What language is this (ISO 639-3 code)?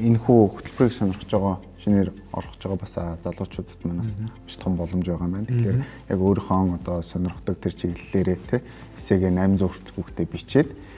mon